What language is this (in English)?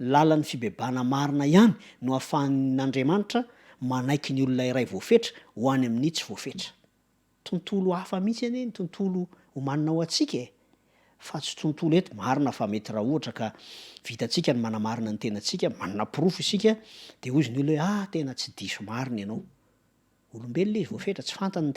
Malagasy